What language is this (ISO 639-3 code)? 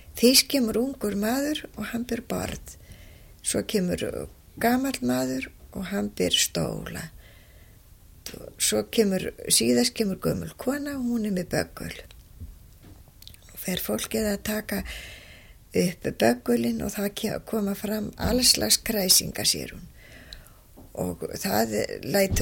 isl